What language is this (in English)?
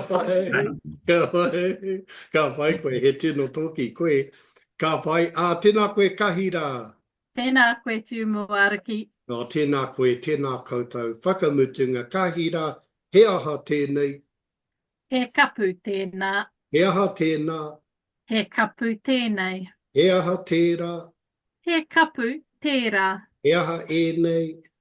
Māori